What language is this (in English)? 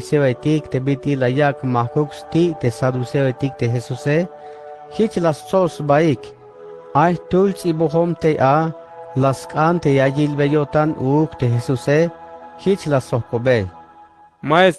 Tzeltal